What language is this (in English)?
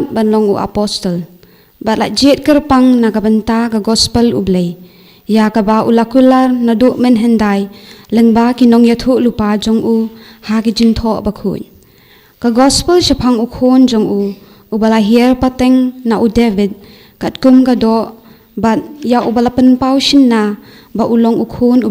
Khasi